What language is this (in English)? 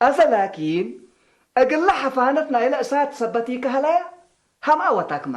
Tigre